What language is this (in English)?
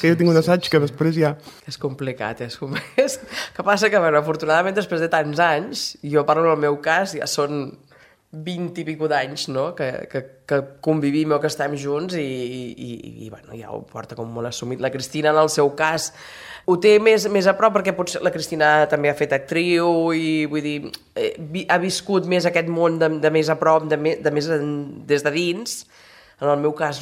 Catalan